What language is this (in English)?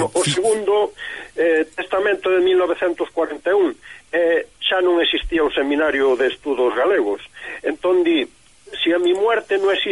Galician